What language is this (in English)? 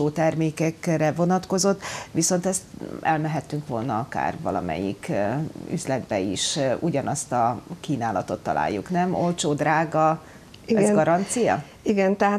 Hungarian